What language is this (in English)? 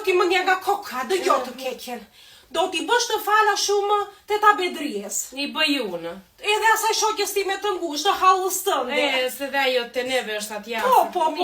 Albanian